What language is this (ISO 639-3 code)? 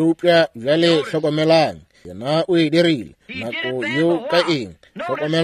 nso